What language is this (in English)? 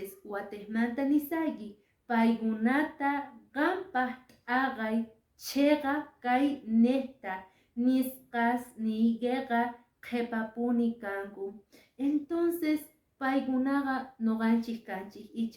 Quechua